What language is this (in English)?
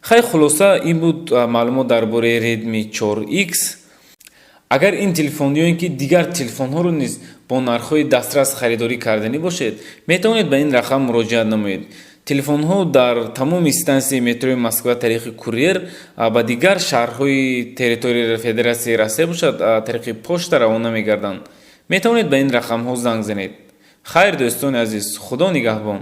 Tajik